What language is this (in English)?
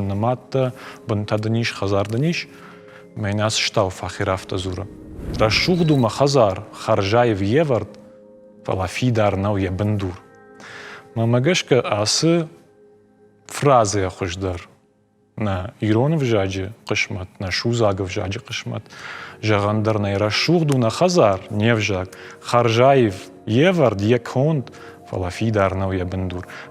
Ossetic